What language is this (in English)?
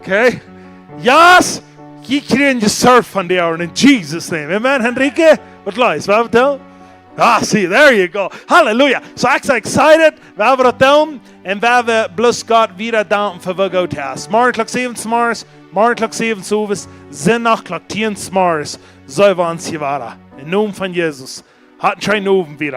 Plautdietsch